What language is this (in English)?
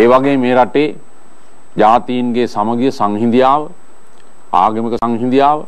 Sinhala